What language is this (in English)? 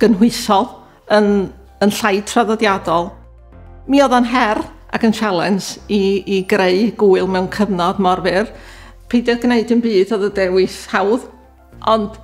Welsh